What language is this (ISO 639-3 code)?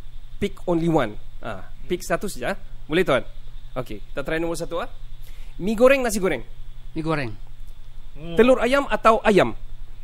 msa